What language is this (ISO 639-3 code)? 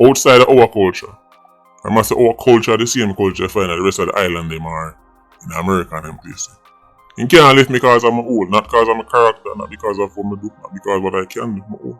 jam